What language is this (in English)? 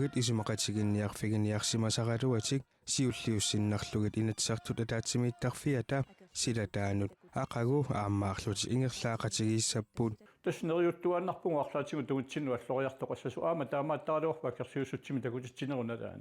Kalaallisut